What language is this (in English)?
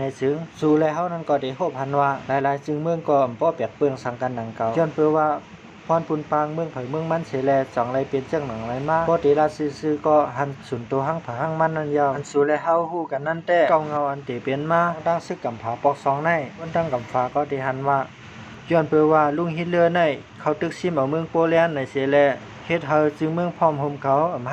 Shan